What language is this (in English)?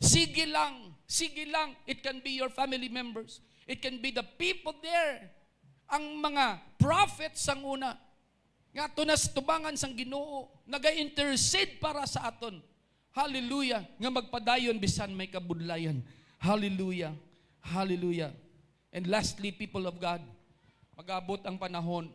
Hiligaynon